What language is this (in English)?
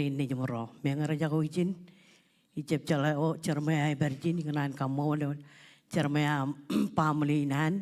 Marshallese